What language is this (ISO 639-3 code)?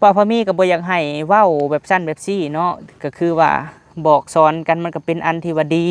lao